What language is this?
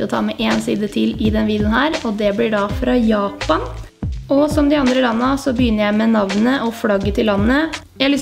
Norwegian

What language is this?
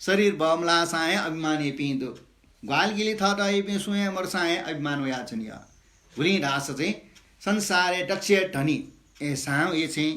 Newari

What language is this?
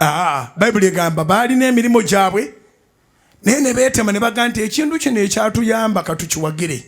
Ganda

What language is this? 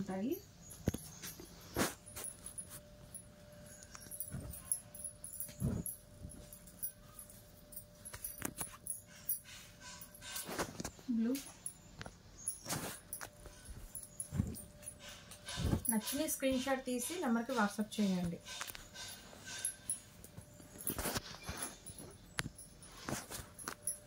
Telugu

